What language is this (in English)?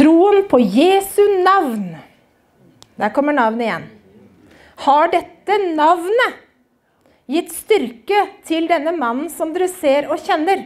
Norwegian